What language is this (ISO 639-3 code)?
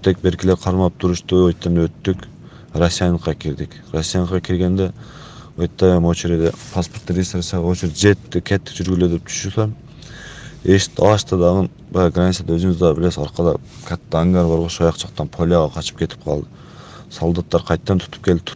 kir